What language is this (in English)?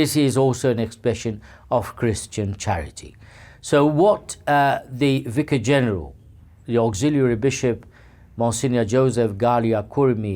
English